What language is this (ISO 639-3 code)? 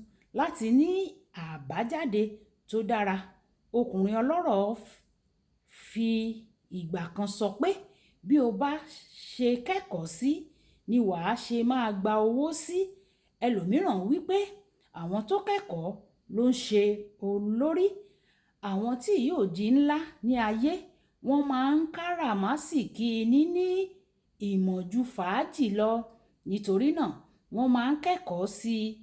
yor